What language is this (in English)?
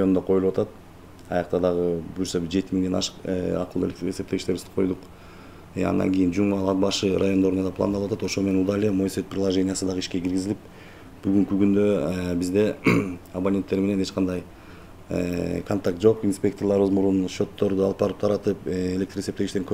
Kyrgyz